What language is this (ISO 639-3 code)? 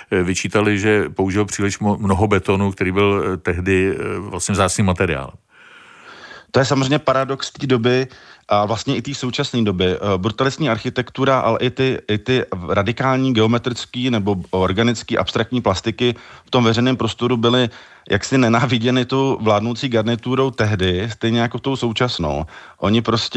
ces